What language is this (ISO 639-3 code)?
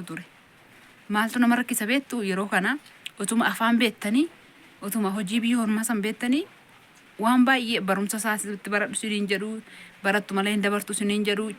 orm